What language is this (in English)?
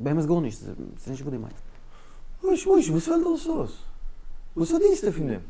Yiddish